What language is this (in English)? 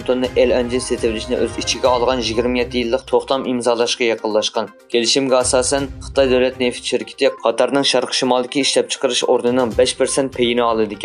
Uyghur